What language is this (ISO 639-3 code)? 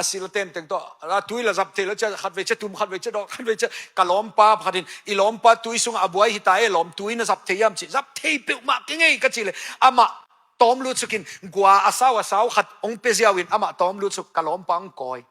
ctd